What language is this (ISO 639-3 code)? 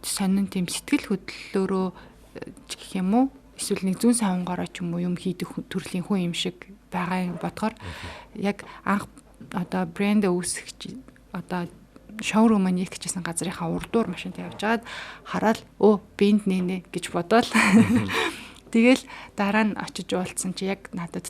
mon